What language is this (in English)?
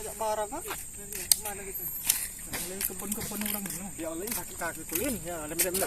Musi